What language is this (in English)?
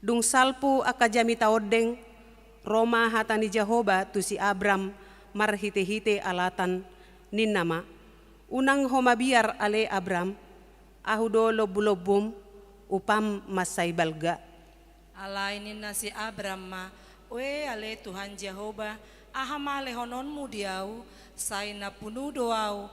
Batak Toba